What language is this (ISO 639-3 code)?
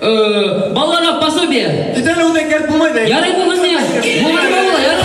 bak